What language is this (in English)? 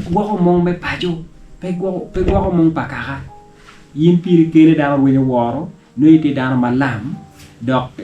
Acoli